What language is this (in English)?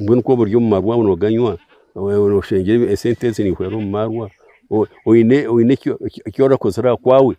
Nyankole